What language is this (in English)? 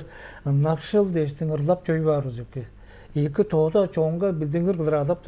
Tuvinian